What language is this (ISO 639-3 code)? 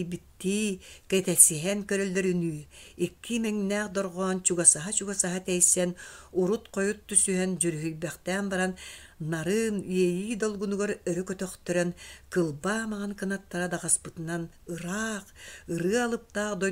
sah